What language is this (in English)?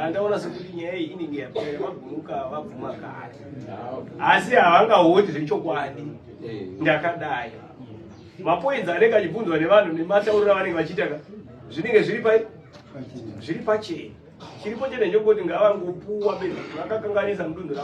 Shona